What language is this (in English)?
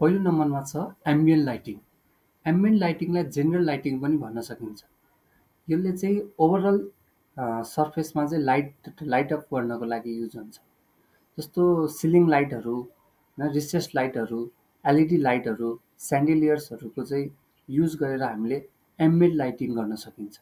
Nepali